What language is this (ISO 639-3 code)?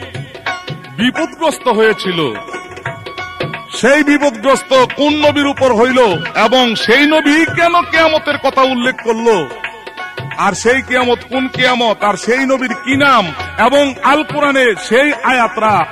ben